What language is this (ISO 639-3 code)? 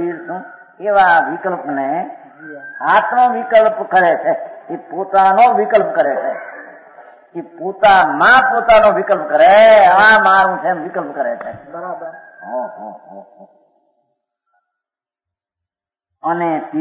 guj